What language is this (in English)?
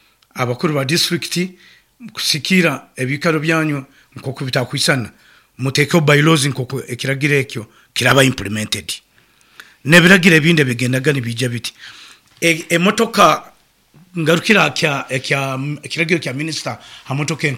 Nyoro